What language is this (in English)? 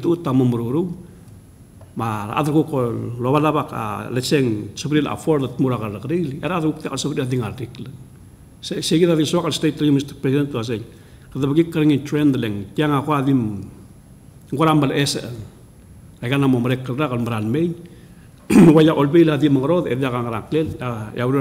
Palauan